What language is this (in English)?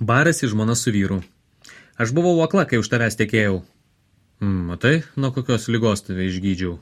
Lithuanian